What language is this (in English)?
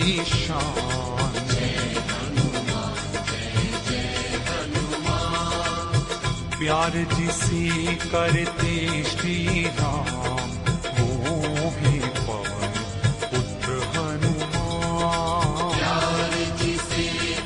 Hindi